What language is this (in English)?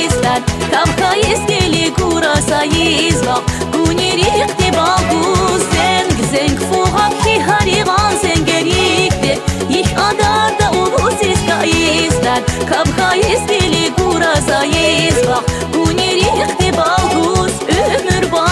Tabassaran